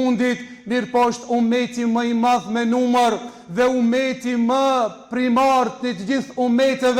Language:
Albanian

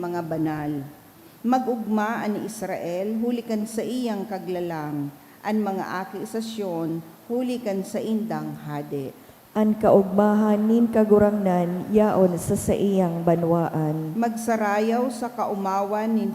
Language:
Bikol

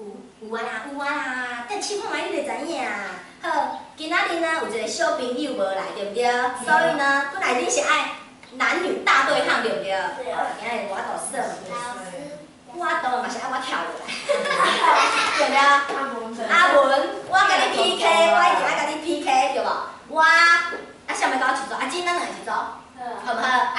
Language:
Min Nan Chinese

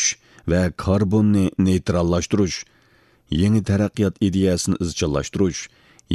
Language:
Uyghur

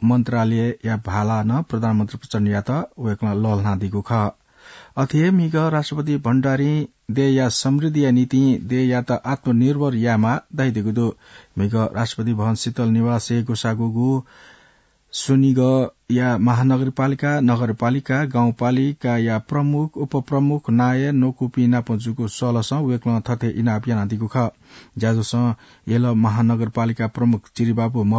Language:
Newari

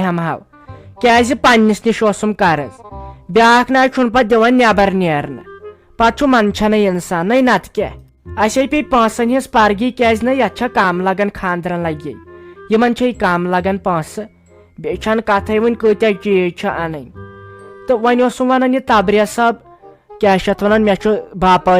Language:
Kashmiri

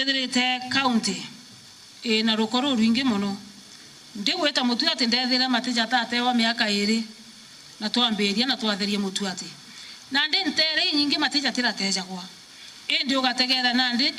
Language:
Meru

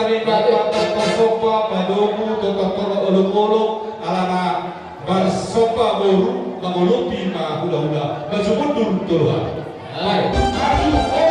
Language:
Batak Toba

